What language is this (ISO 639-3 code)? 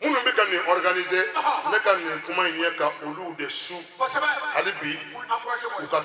bam